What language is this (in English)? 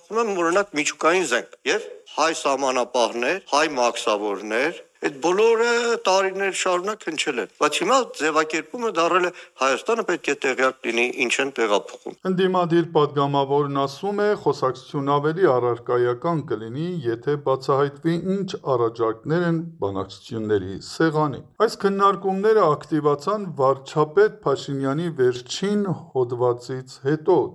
Armenian